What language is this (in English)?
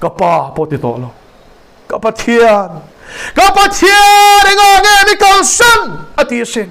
Mizo